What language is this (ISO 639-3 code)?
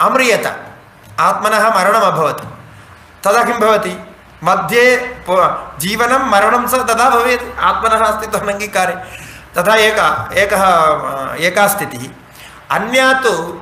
san